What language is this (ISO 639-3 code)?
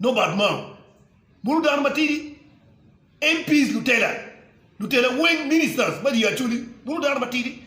ach